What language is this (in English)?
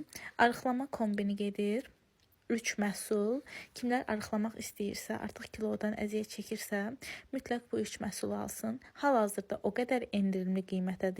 Azerbaijani